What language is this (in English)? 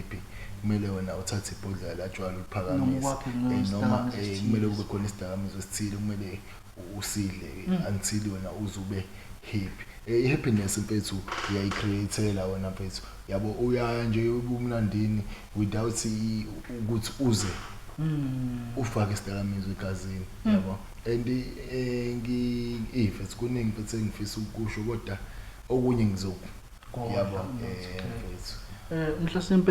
Zulu